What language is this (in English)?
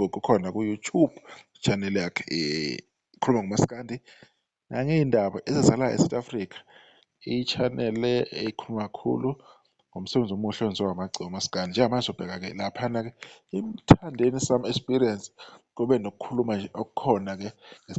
Zulu